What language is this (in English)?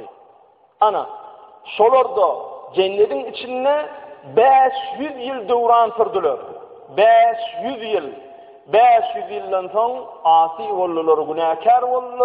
Turkmen